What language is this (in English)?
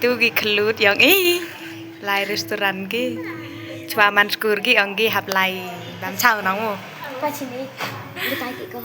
Khasi